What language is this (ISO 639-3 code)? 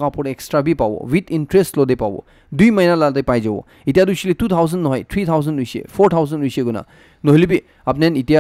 nag